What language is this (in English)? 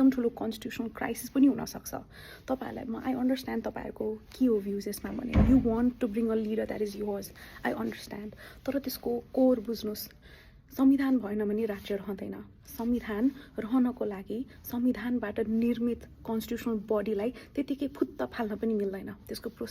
Nepali